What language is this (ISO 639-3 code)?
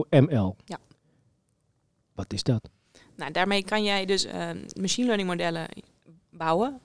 nld